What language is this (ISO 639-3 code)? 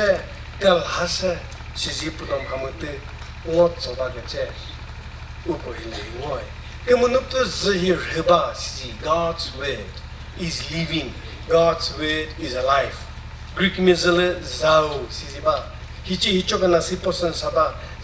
nri